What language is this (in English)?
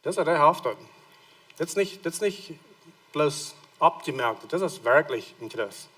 Plautdietsch